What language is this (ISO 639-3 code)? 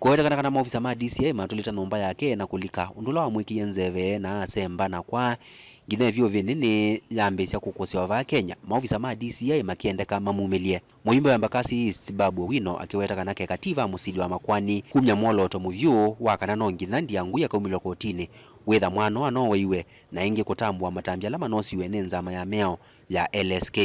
kam